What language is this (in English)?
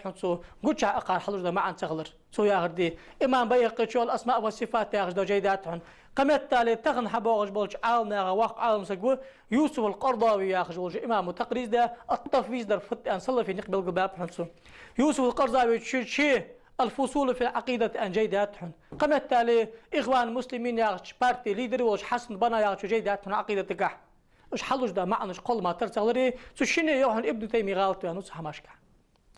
Ingush